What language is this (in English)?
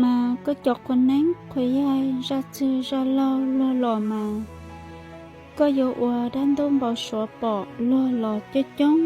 Hmong